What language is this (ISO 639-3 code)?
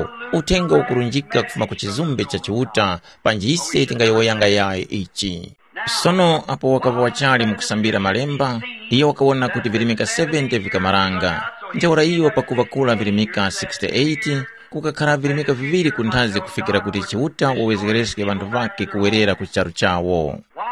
tum